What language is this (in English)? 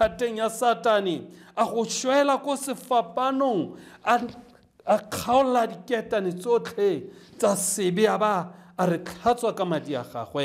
Tswana